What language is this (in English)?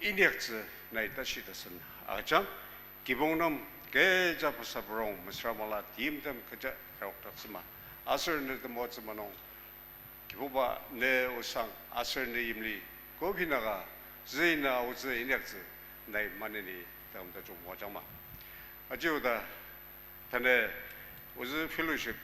Ao Naga